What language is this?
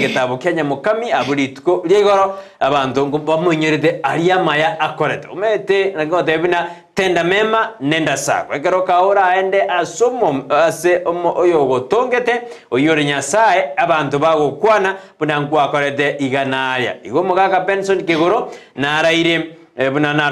Gusii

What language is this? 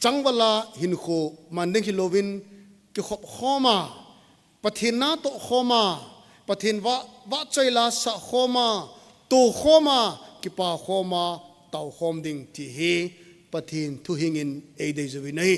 Thado Chin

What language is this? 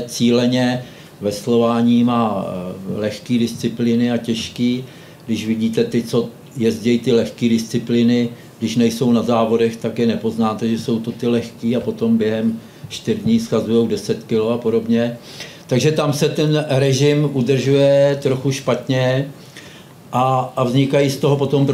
Czech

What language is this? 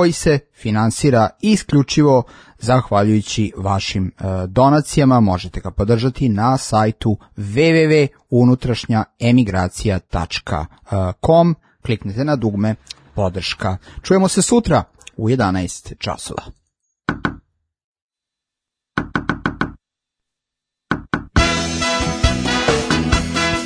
Serbian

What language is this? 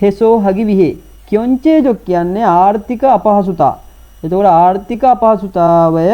Sinhala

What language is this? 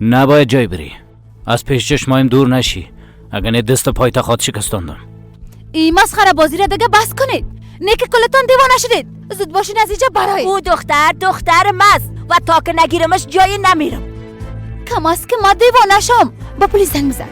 Persian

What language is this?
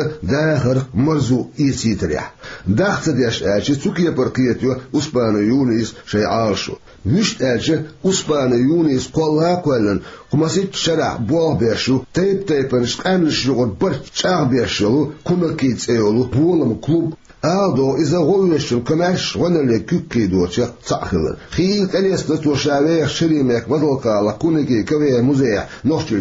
Chechen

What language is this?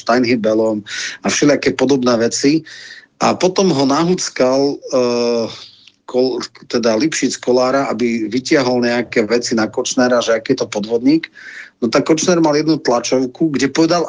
Slovak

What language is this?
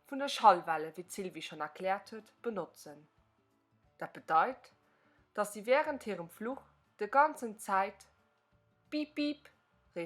Luxembourgish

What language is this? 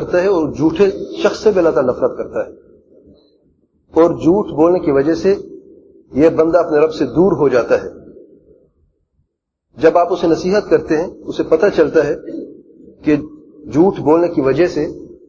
Urdu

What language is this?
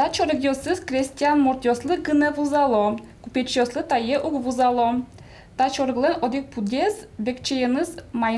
Udmurt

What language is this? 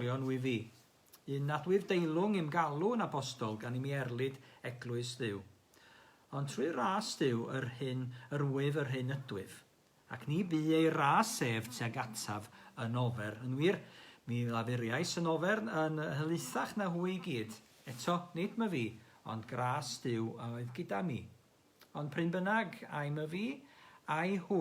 Welsh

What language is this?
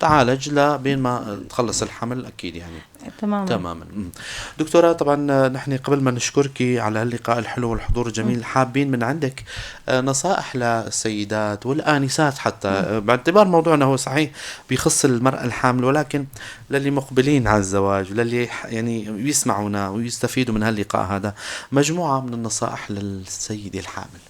North Levantine Arabic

